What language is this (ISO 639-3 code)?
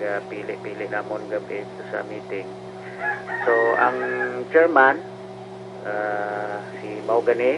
hil